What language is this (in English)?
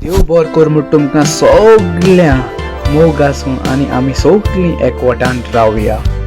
Konkani